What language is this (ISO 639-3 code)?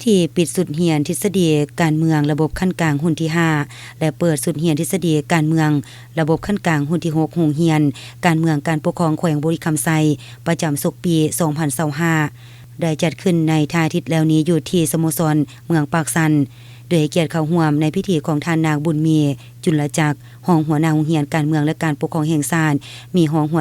lao